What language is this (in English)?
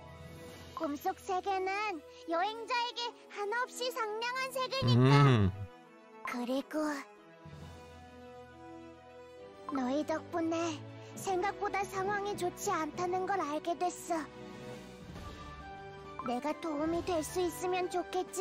Korean